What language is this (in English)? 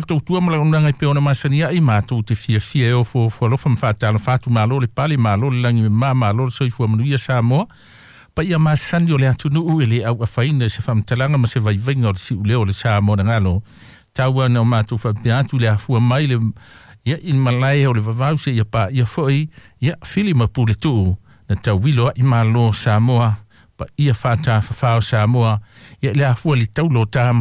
Samoan